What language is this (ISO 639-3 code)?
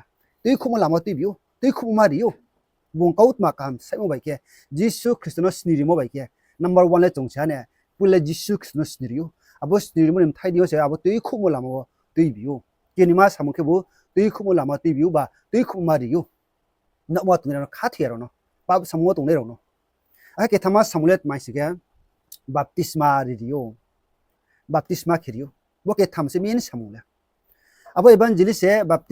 ria